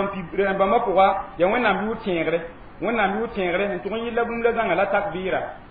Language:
Mossi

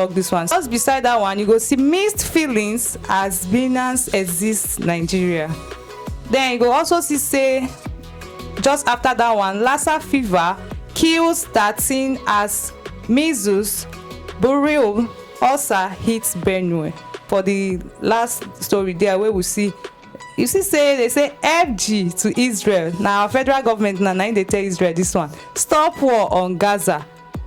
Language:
Nigerian Pidgin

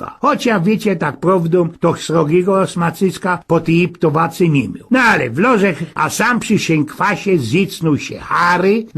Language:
Silesian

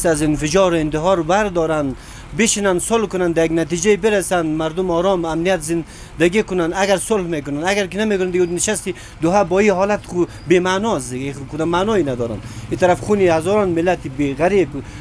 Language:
Persian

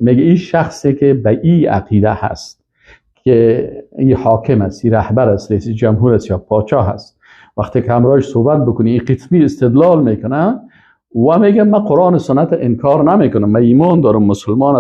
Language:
Persian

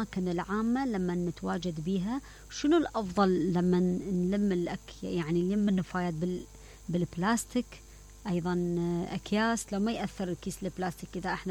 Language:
Mesopotamian Arabic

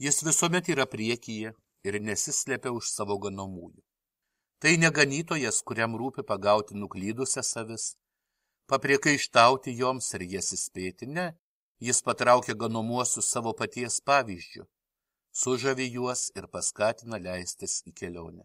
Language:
Lithuanian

